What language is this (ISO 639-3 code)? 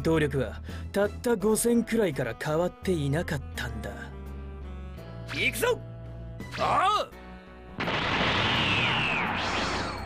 jpn